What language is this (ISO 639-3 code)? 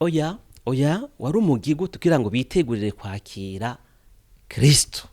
run